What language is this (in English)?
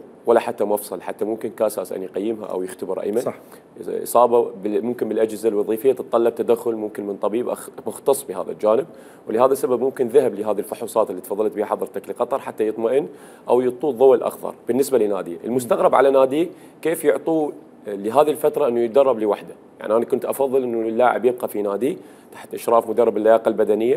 Mesopotamian Arabic